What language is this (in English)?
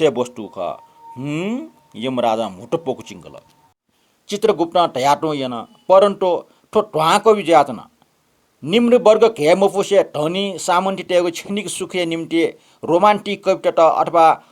Newari